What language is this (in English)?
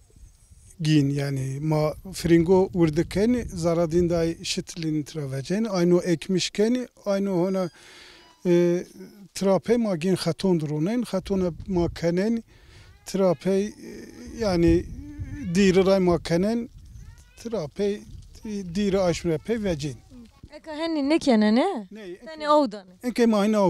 Zaza